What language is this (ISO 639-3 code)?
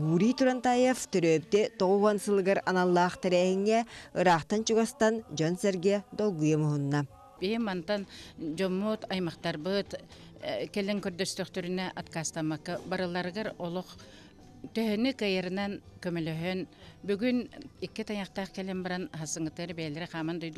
sah